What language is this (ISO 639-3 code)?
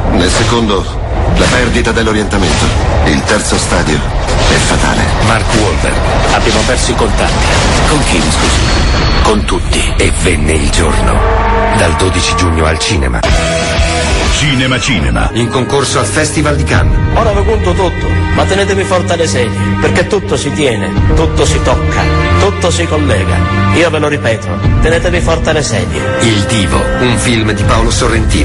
ita